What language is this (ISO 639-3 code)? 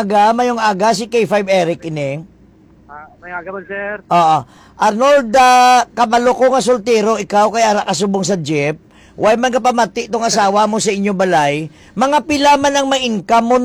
hil